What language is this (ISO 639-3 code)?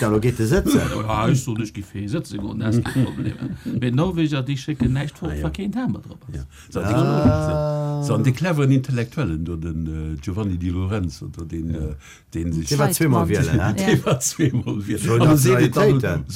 ltz